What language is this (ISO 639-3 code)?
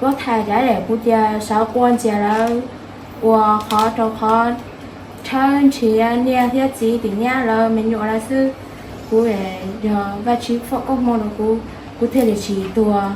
hmn